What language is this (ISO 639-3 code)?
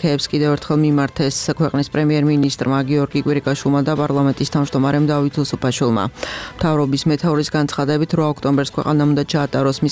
kat